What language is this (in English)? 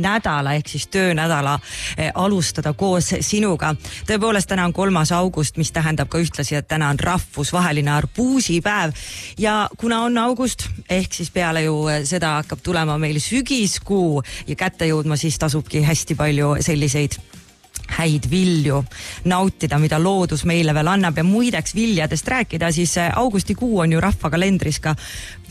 Estonian